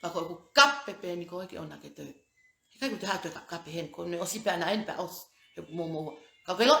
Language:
Tongan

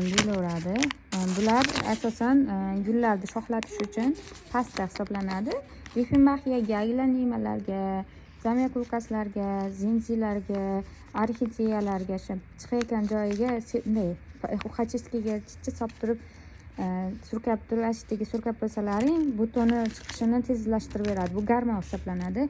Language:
Uzbek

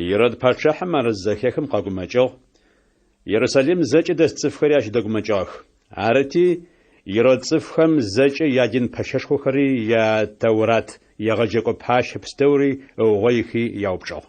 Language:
Adyghe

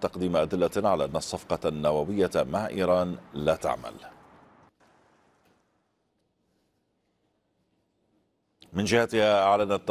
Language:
Arabic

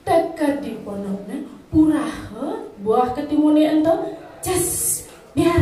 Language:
Balinese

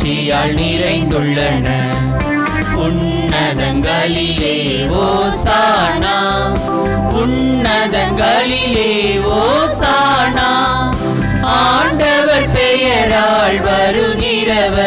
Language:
Tamil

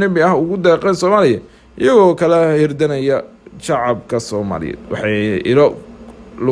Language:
Somali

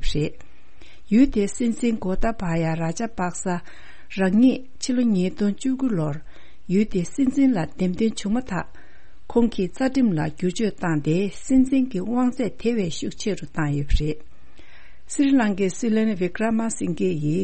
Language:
Tibetan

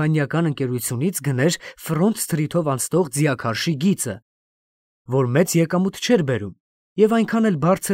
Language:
Armenian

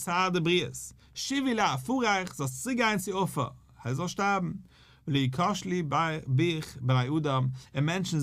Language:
Yiddish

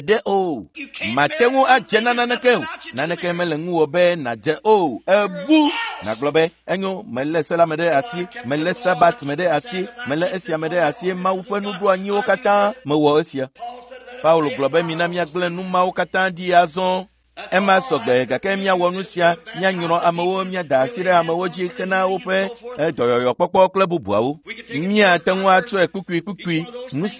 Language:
Ewe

